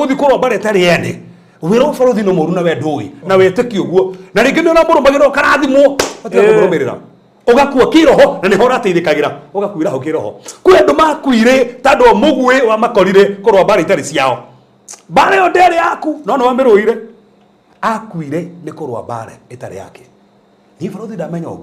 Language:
Kikuyu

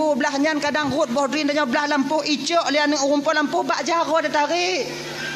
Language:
Achinese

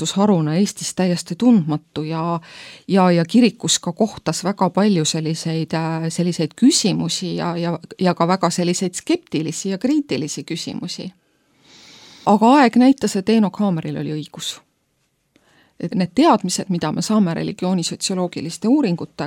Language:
Estonian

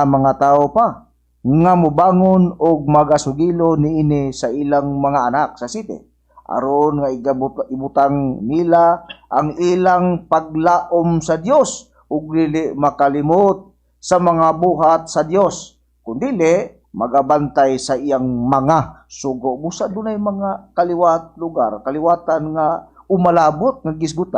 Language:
Cebuano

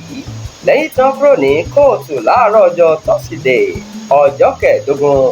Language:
Yoruba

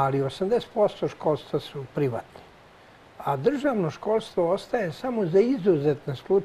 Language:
Serbian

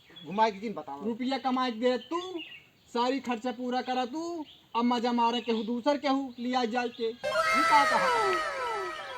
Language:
Awadhi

